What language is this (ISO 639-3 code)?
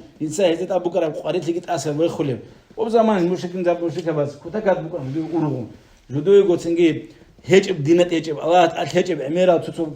ava